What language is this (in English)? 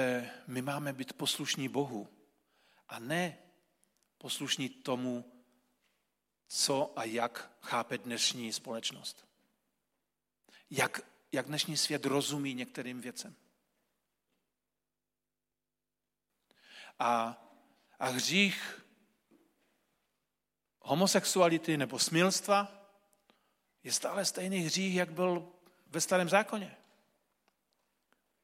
Czech